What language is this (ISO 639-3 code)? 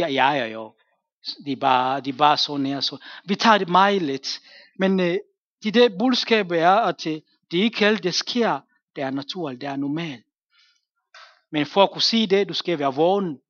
dan